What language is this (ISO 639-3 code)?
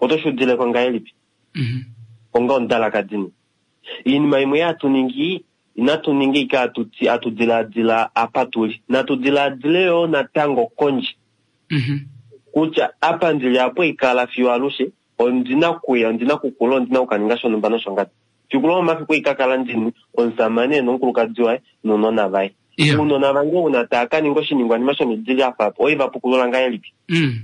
kua